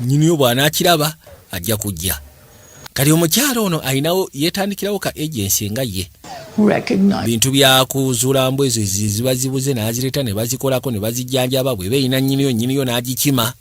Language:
Ganda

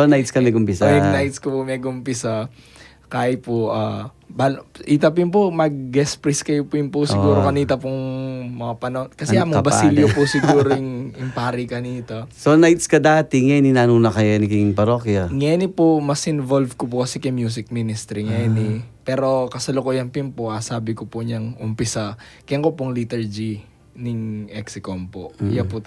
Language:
Pampanga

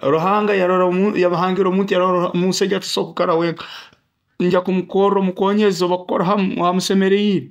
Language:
Nyoro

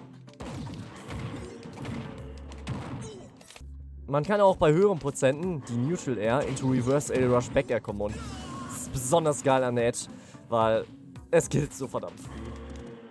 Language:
German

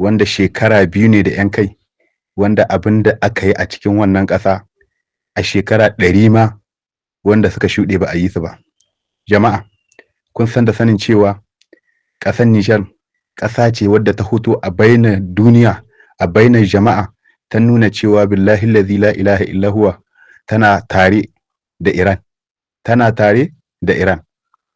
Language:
Hausa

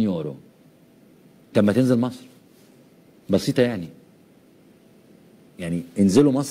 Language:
Egyptian Arabic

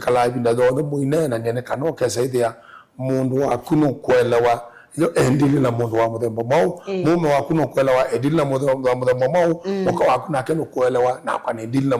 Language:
Kamba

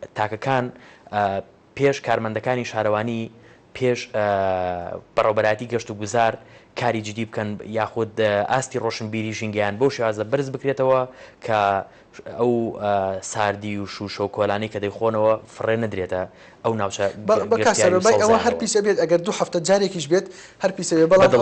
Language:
Central Kurdish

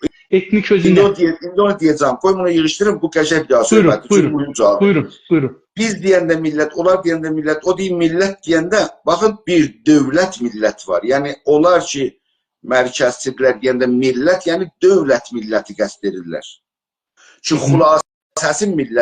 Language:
South Azerbaijani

